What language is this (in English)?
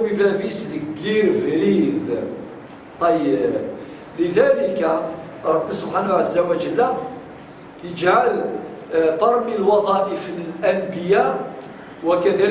Kabyle